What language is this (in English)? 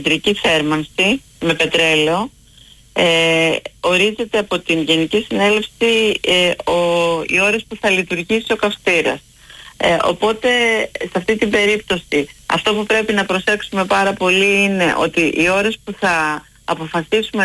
Greek